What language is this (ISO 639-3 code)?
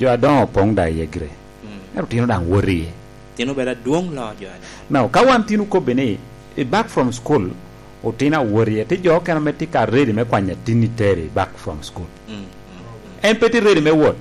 laj